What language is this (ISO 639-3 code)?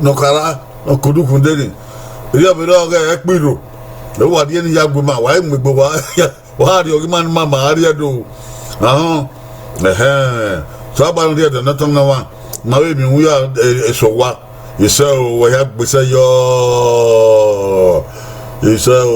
bin